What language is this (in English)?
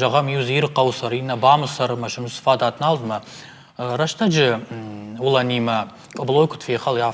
Ossetic